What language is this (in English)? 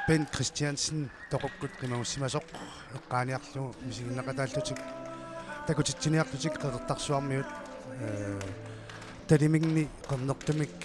Kalaallisut